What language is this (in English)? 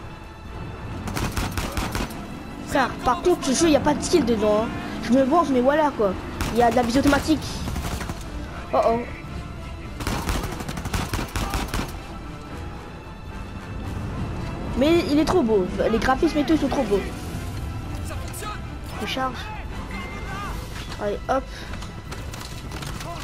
French